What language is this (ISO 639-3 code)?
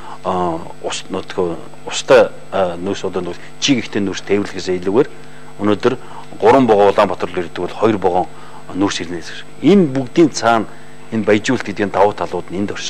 mon